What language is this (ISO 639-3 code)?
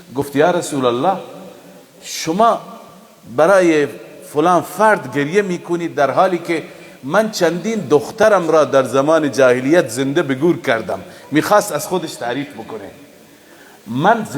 fas